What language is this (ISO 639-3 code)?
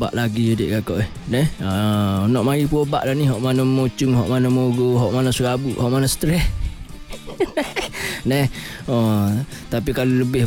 msa